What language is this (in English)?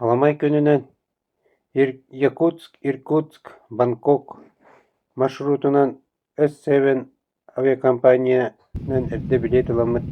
Yakut